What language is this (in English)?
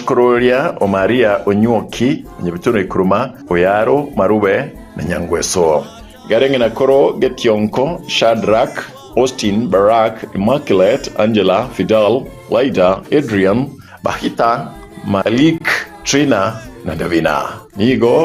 Gusii